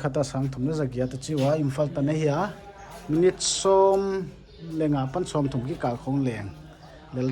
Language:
Paite Chin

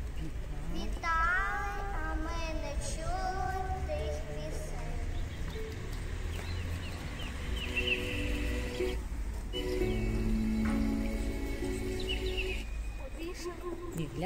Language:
Ukrainian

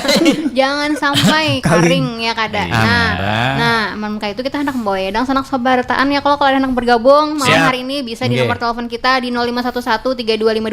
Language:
Banjar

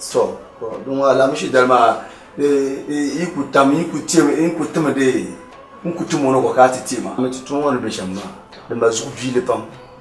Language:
Dagbani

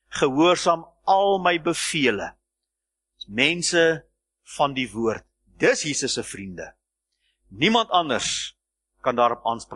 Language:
Afrikaans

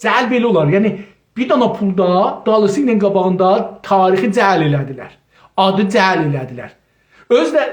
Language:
South Azerbaijani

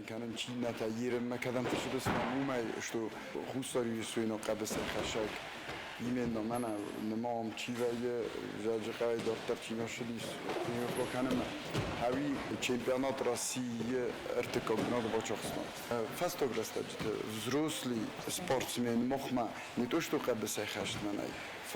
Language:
Ossetic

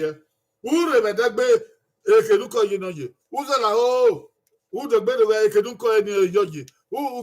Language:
Bini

